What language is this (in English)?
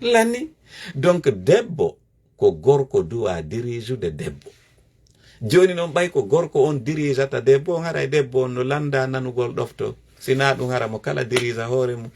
Fula